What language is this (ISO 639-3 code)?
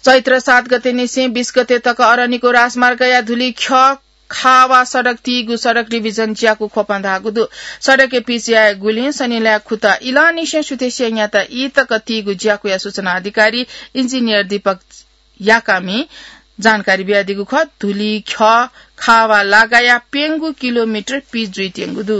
new